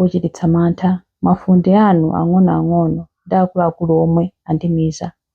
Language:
Nyanja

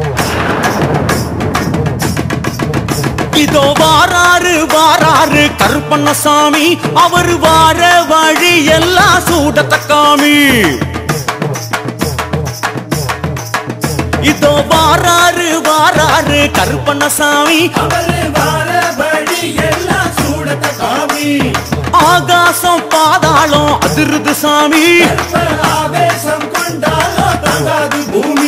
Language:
Tamil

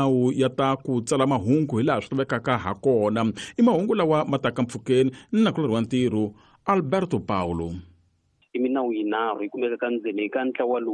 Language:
Tsonga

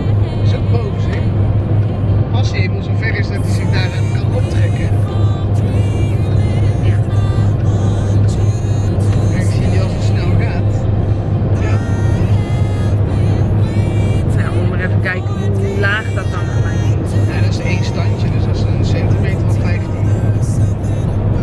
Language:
Dutch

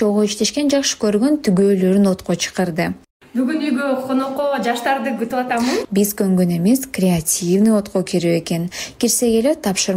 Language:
Kyrgyz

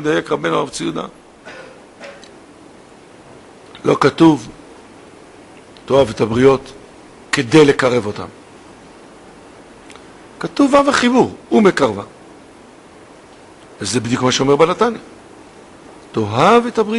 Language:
Hebrew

